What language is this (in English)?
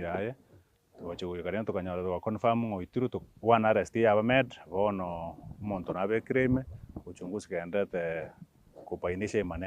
Gusii